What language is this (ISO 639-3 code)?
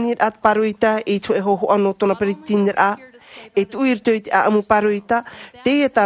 tah